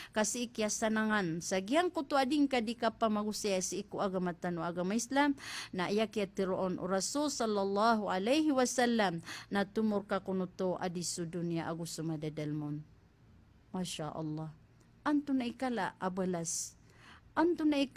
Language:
Maranao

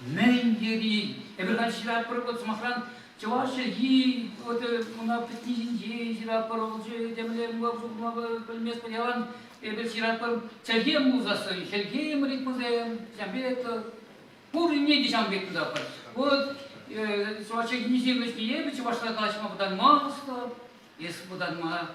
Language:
Chuvash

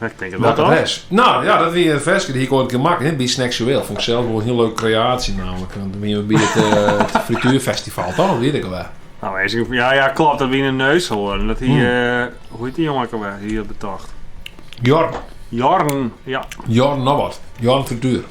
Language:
Western Frisian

